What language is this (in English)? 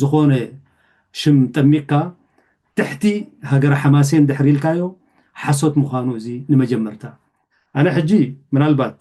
Tigrinya